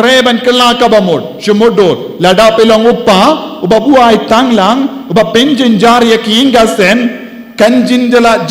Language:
Khasi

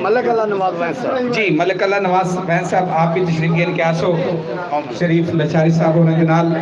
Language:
Saraiki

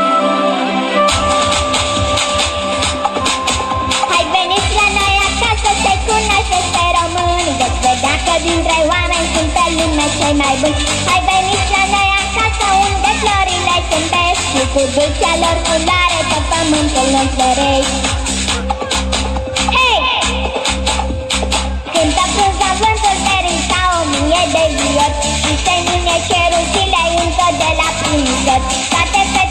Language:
Romanian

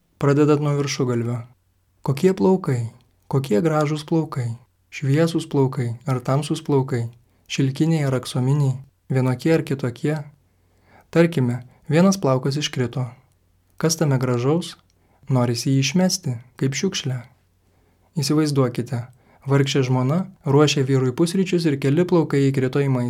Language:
Lithuanian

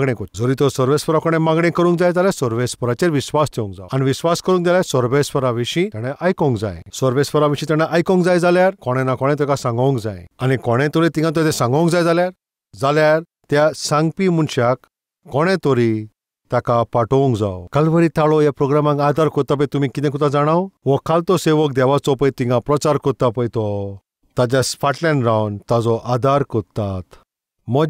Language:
Konkani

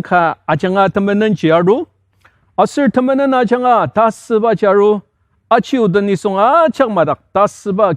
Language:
Ao Naga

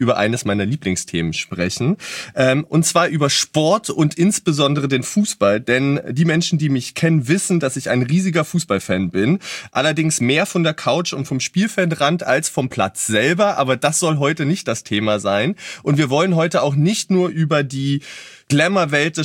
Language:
German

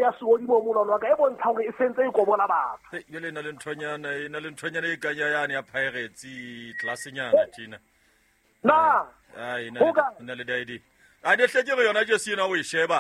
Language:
Southern Sotho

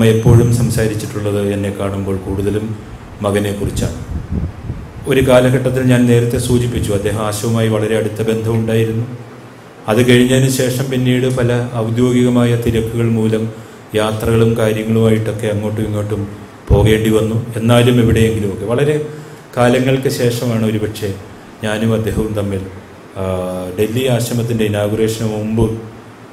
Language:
Malayalam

